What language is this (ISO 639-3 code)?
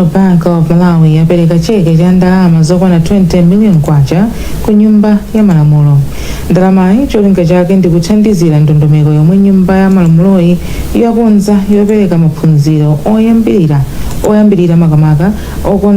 nya